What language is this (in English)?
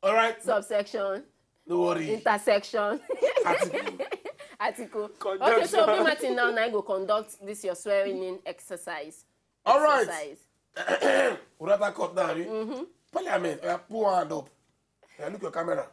Nigerian Pidgin